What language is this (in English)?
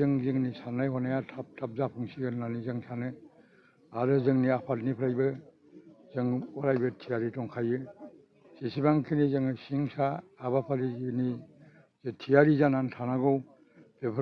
Bodo